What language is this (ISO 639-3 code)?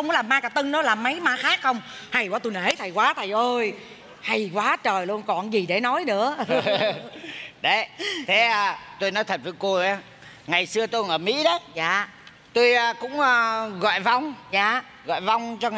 vie